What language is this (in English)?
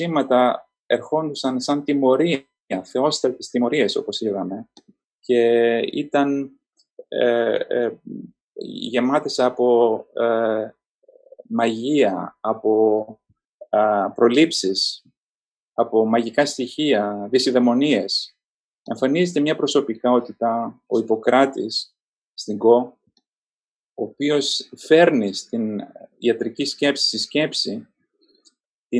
Greek